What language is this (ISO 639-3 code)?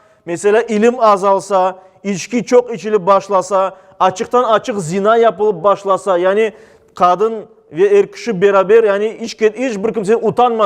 crh